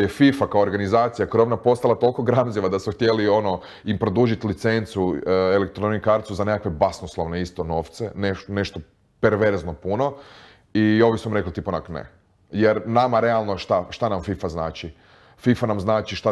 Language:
Croatian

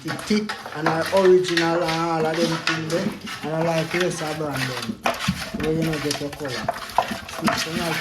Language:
Jamaican Creole English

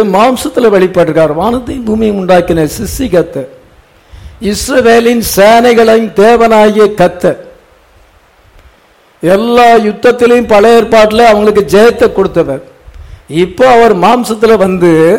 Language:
Tamil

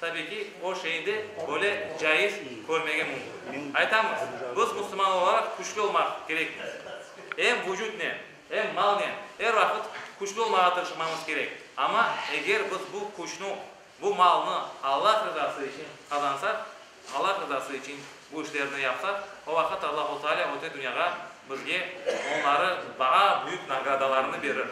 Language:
Crimean Tatar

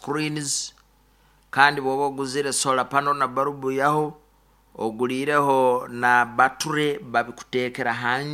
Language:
Nyoro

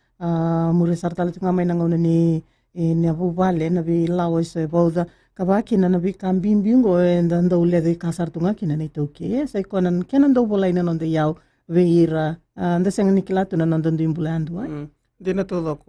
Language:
Fijian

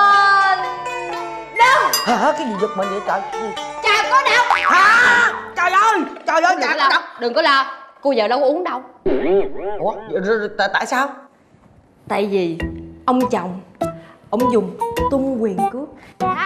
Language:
Vietnamese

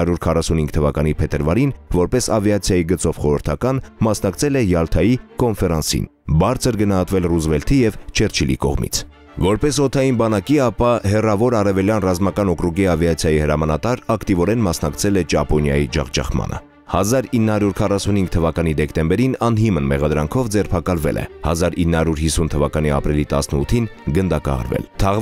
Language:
Armenian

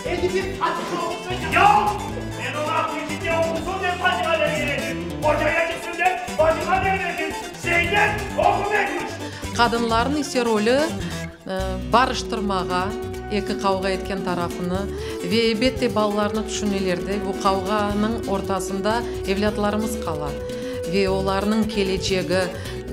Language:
Crimean Tatar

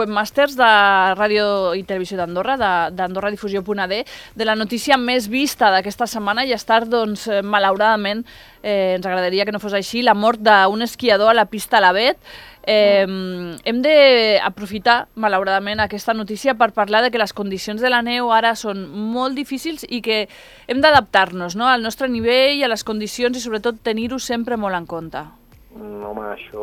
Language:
Catalan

